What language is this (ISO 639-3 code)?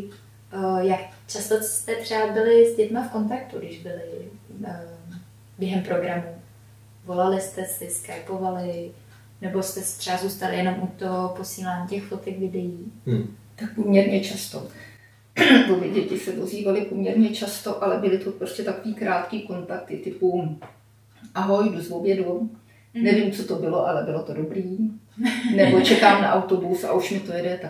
ces